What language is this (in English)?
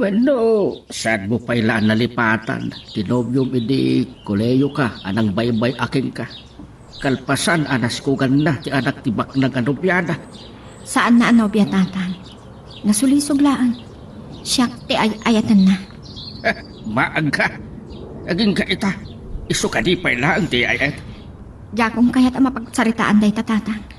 Iloko